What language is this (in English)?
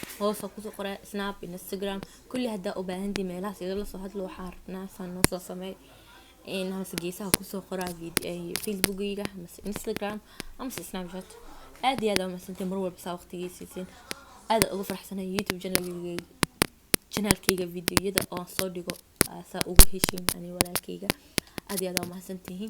Somali